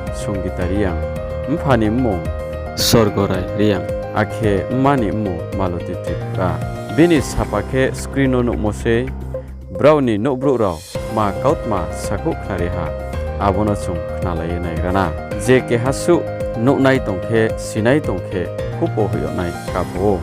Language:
Riang (India)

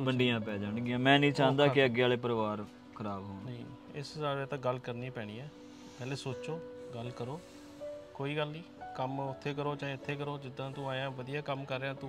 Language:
Punjabi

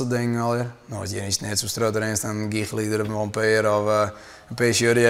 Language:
Western Frisian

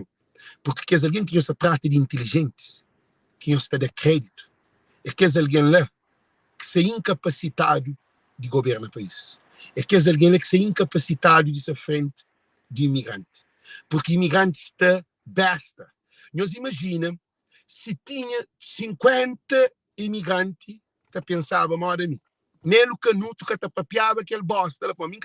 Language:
Kabuverdianu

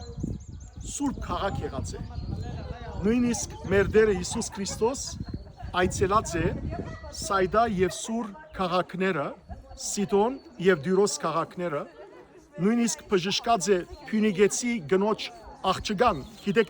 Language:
Western Armenian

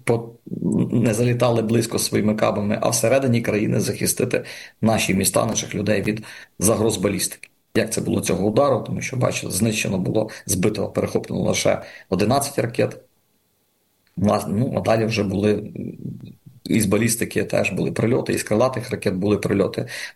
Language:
Ukrainian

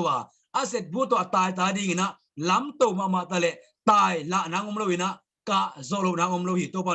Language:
Tedim Chin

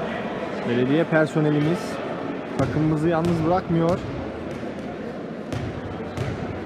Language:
Turkish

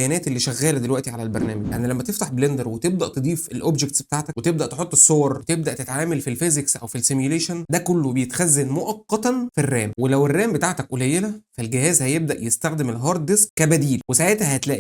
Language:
Egyptian Arabic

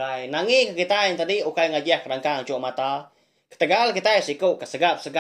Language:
Iban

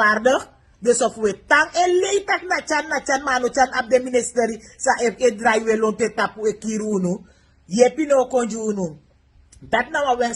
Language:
Sranan Tongo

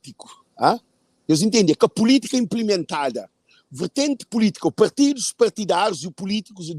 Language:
Kabuverdianu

